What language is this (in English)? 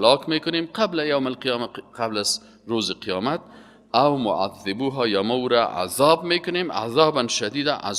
Persian